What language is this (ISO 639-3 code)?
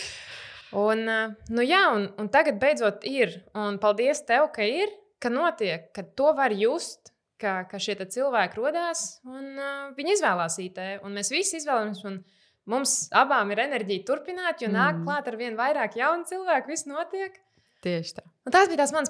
lav